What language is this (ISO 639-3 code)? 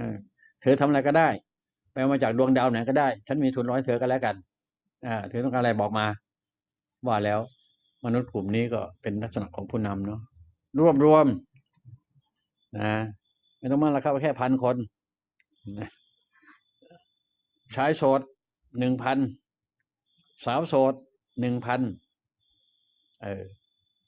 tha